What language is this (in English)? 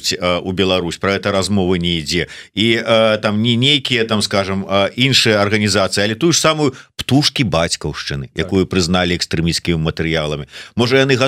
Belarusian